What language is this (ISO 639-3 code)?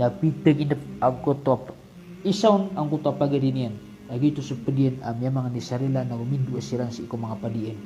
mrw